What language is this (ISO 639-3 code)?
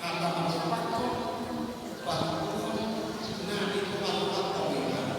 bbc